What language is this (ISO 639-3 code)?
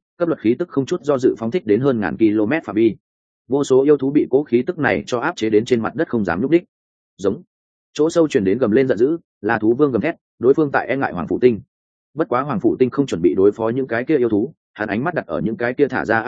vie